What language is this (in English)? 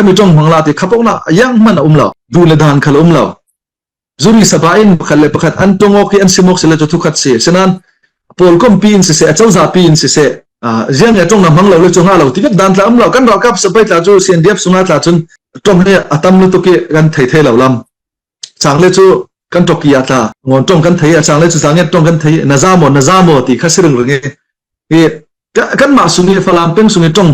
Falam Chin